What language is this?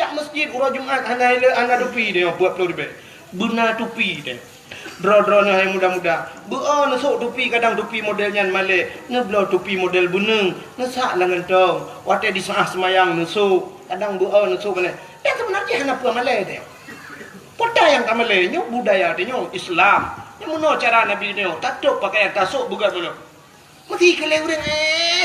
Achinese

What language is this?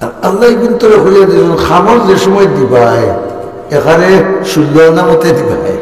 Sylheti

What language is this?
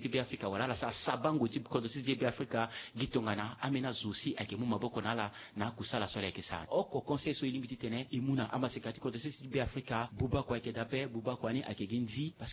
Sango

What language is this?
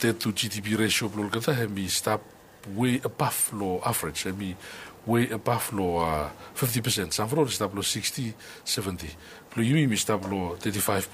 Bislama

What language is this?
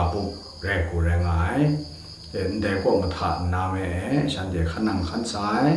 Kachin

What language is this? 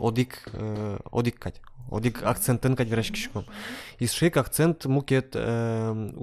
Udmurt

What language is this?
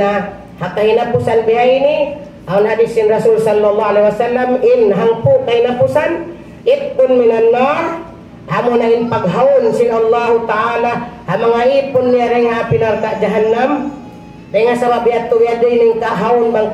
Tausug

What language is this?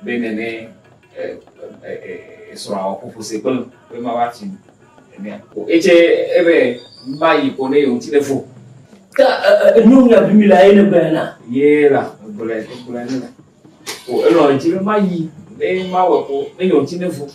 Ewe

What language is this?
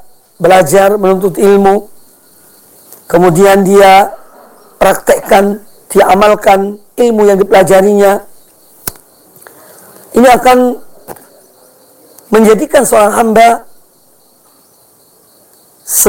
Indonesian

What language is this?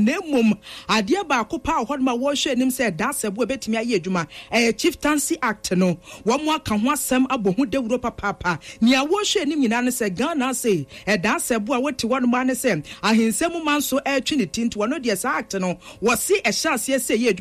Akan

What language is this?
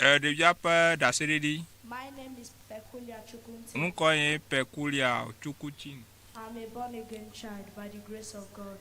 Ewe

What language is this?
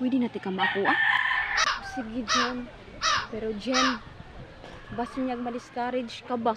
Cebuano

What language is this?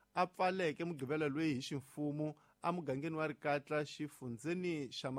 Tsonga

